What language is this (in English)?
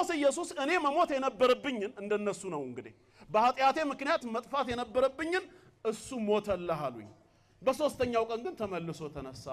Amharic